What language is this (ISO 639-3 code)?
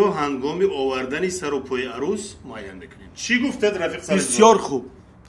tgk